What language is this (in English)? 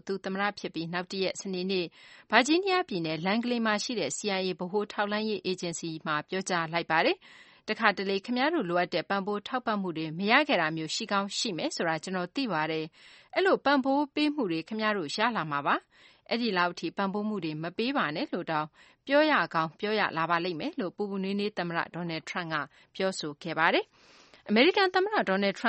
Burmese